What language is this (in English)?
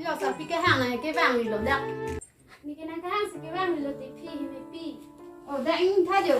Karbi